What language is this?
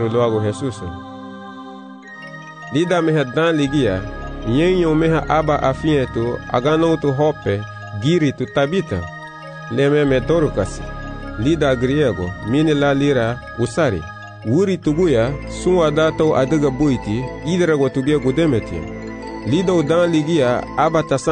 Garifuna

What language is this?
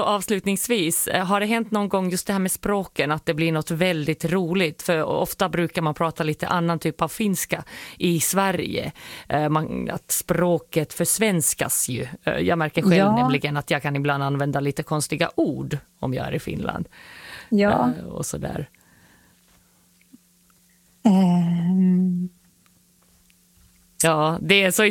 Swedish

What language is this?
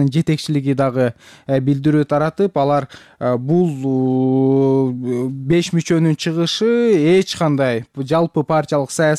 Kyrgyz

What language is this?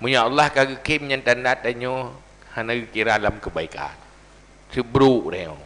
Achinese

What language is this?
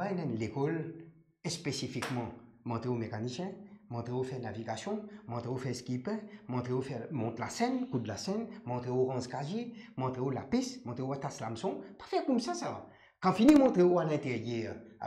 Morisyen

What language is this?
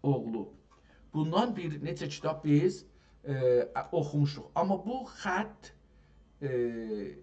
South Azerbaijani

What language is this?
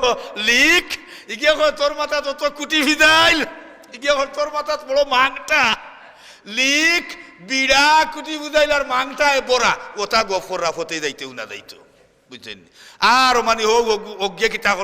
Sylheti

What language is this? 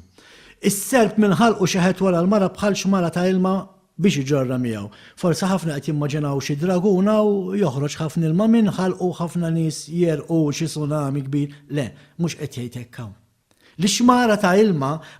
Maltese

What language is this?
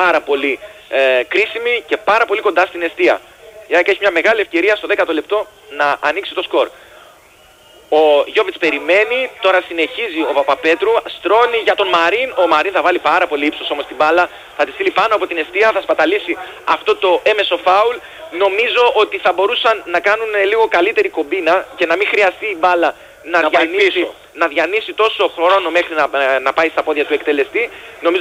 Greek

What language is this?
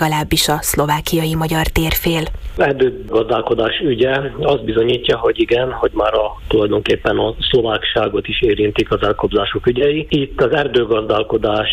Hungarian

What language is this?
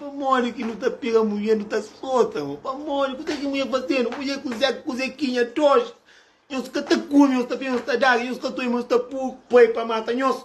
Kabuverdianu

